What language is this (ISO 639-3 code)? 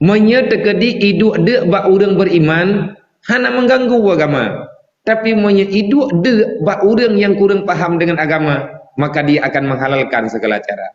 ace